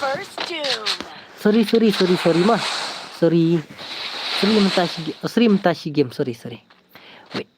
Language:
Khasi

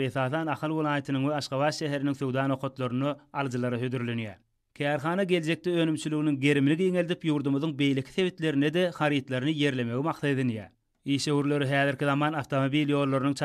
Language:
Turkmen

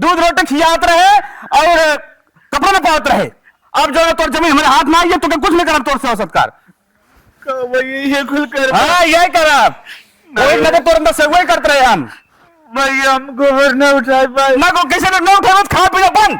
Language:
Awadhi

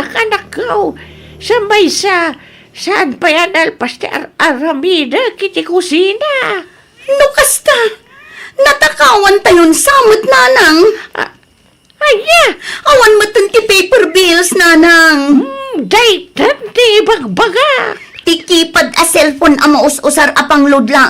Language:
Iloko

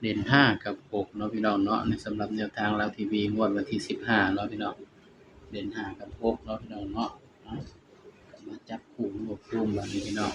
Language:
Northeastern Thai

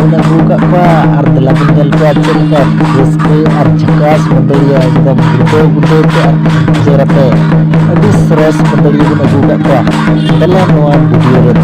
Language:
Santali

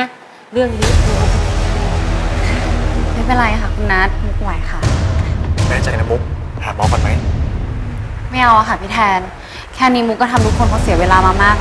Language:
Thai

